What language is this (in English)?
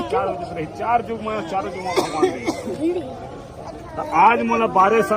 Chhattisgarhi